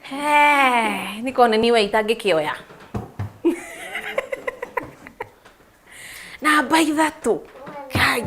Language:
Kikuyu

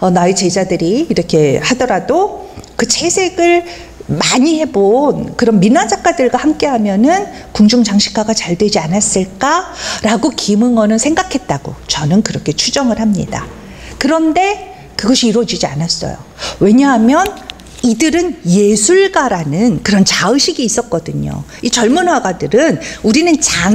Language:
Korean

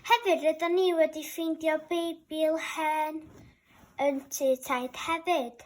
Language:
Welsh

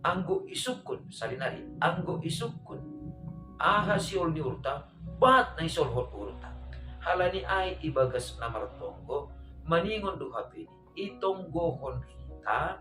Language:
Batak Simalungun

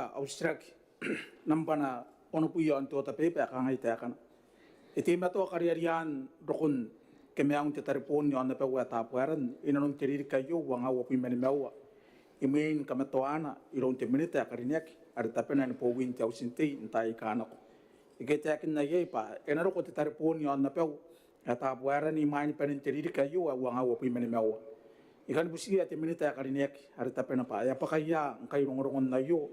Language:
Gilbertese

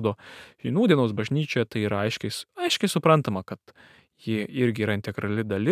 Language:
Lithuanian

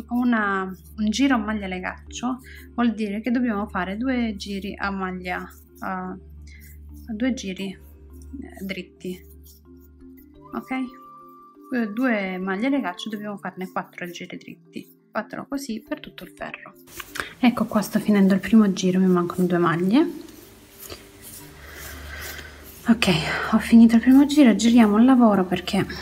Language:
Italian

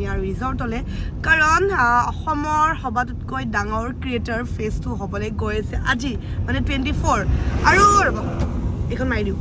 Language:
Assamese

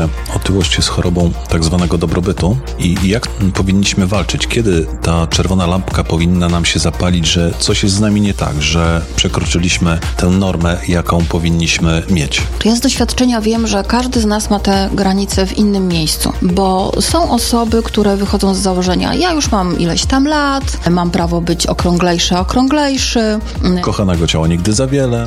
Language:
Polish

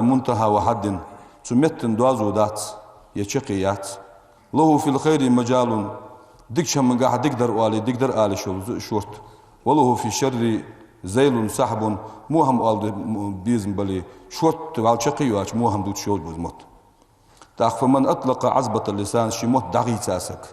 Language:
Ingush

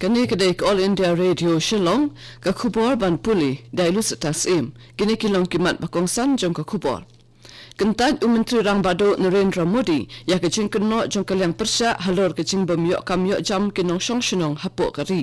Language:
Khasi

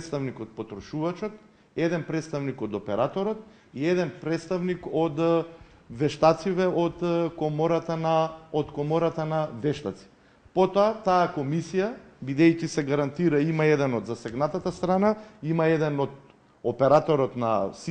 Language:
Macedonian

